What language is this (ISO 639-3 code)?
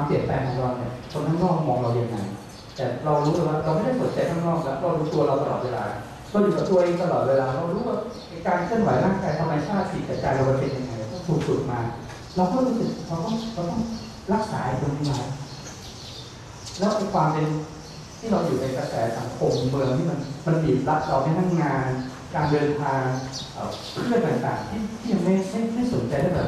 tha